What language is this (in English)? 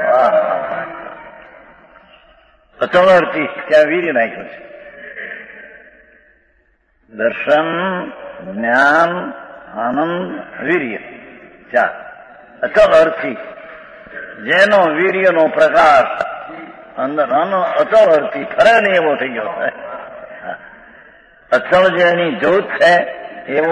Gujarati